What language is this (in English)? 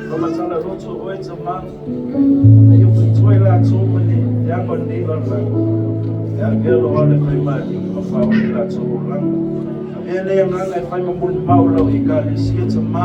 Samoan